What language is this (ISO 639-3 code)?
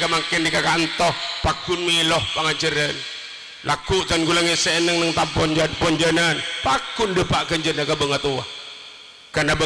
mad